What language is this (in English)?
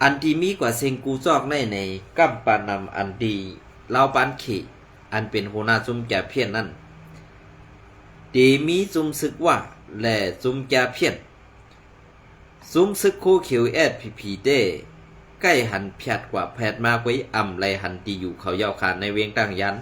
Shan